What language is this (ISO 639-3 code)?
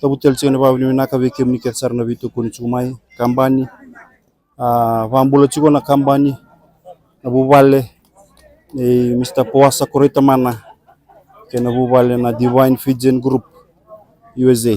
fij